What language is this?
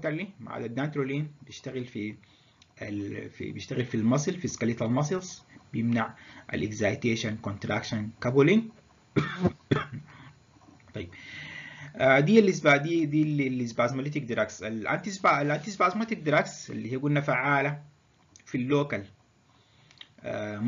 Egyptian Arabic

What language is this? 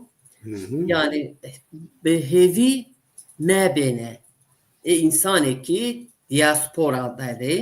Zaza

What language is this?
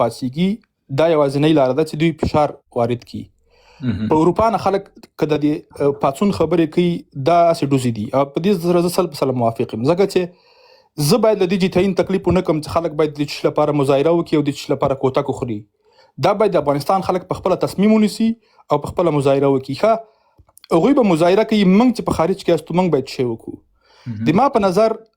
Pashto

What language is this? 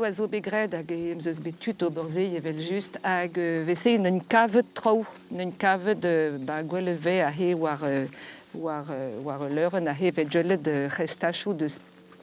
Breton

